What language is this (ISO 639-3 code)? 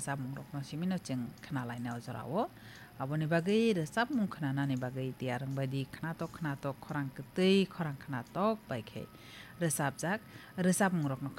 trp